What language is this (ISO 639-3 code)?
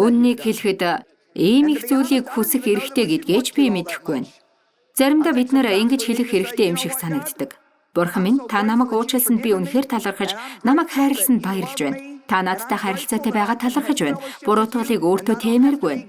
mon